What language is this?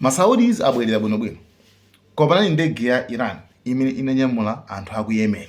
Nyanja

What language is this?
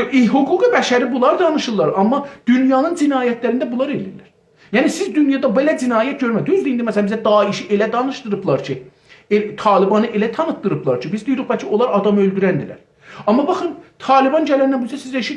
South Azerbaijani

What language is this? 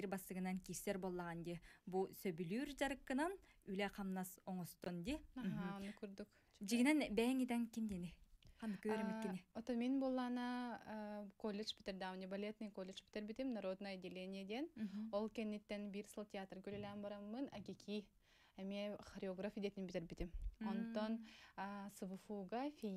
Yakut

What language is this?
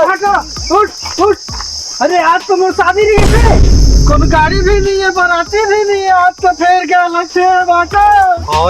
Chhattisgarhi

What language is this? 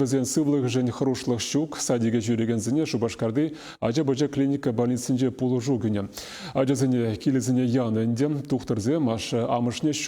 Chuvash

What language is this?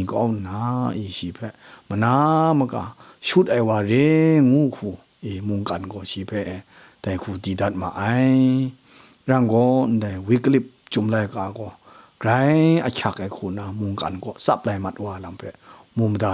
Kachin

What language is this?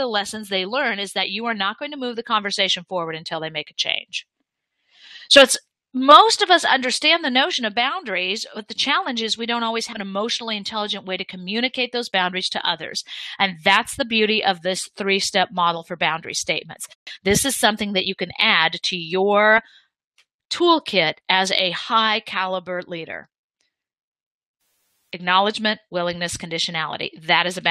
English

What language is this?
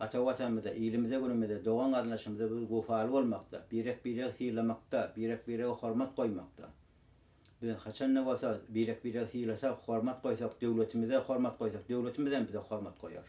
Turkmen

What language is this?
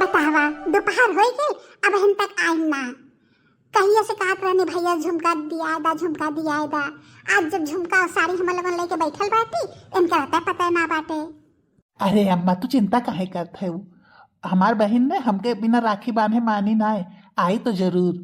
Bhojpuri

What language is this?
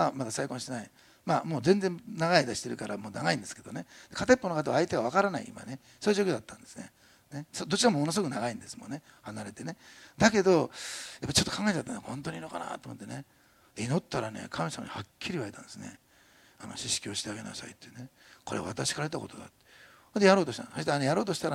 Japanese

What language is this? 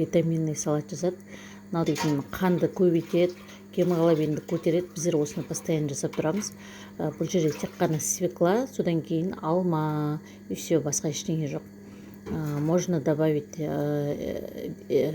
Kazakh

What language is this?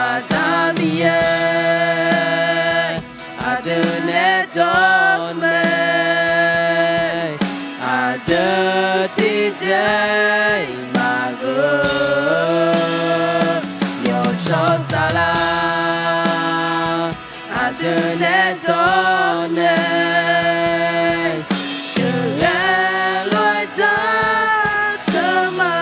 Akha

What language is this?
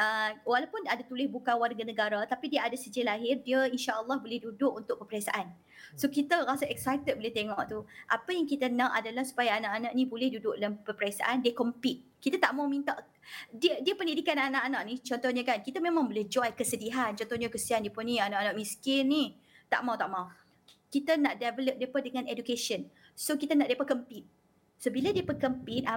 Malay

